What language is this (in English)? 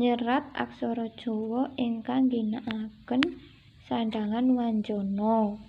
Javanese